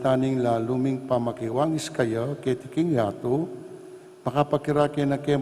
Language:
Pampanga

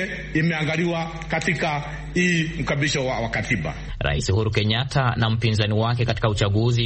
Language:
Swahili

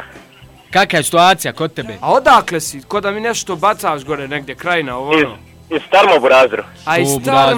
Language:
Bosnian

